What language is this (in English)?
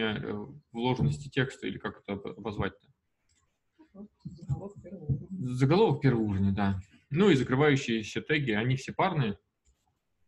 Russian